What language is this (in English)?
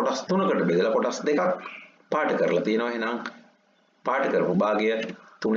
Sinhala